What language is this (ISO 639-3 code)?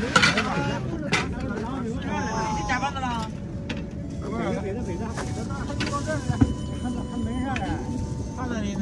zho